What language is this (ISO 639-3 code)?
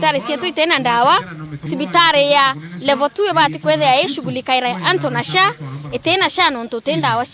mer